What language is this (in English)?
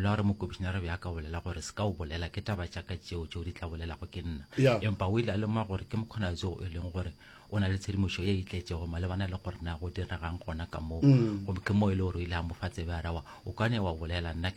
Northern Sotho